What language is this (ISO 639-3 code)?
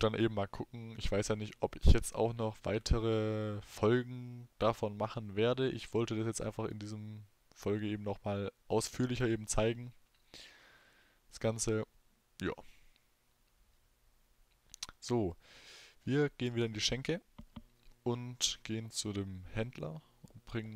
deu